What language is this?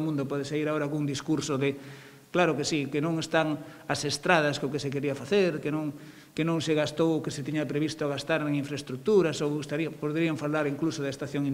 Galician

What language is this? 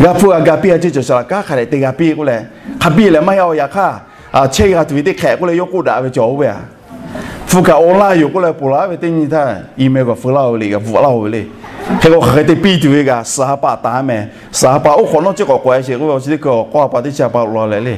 Lahu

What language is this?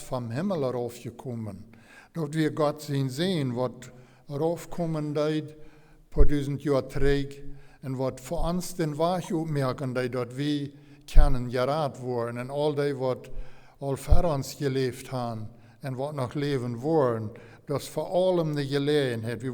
Plautdietsch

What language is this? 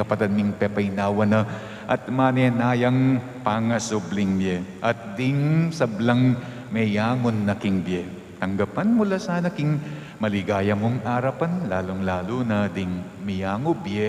Pampanga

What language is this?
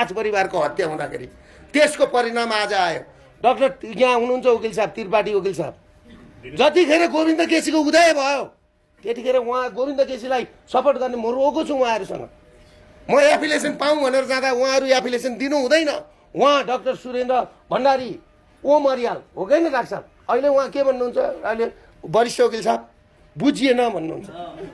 Nepali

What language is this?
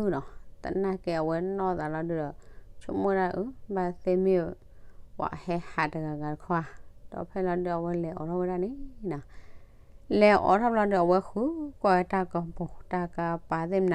S'gaw Karen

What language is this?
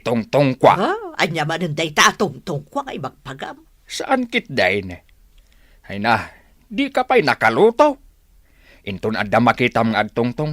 Iloko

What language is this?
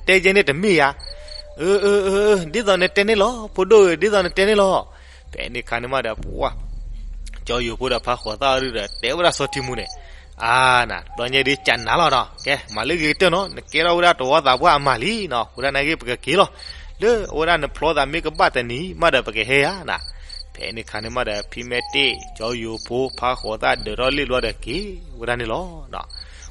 S'gaw Karen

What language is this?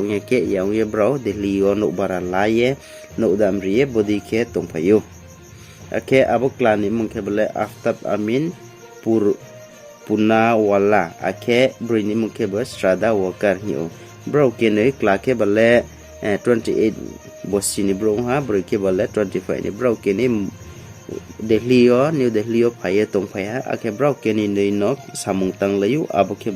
Riang (India)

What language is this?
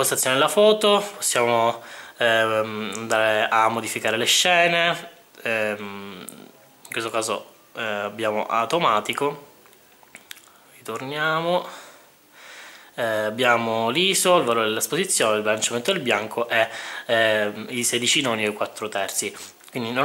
Italian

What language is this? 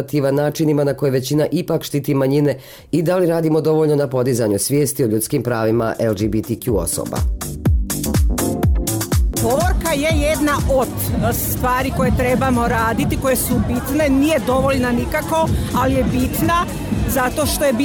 Bosnian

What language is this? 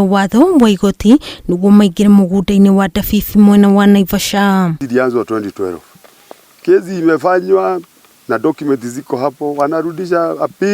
Kikuyu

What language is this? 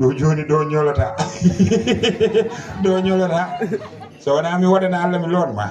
Fula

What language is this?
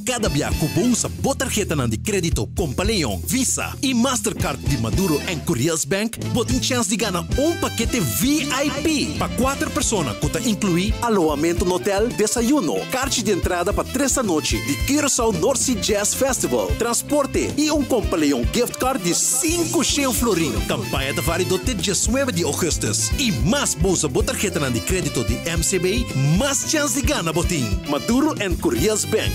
Papiamento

